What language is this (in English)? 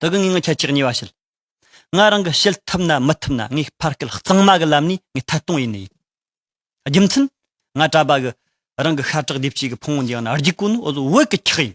Tibetan